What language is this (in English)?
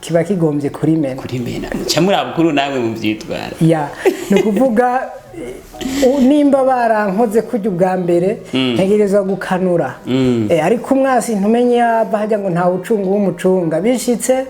Rundi